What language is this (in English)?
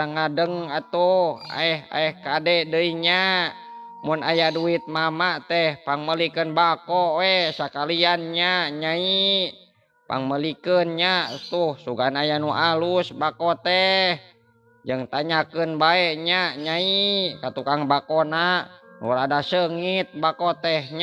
Sundanese